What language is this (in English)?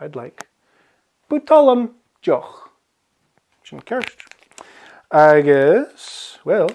Scottish Gaelic